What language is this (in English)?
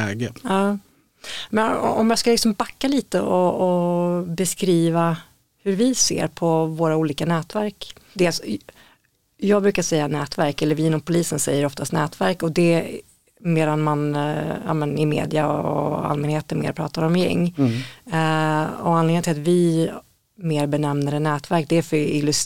Swedish